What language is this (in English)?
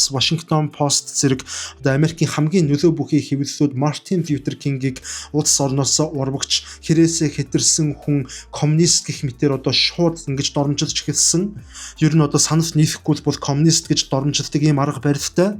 Mongolian